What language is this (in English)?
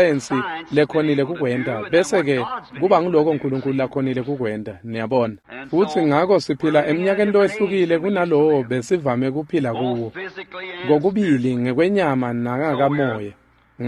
Swati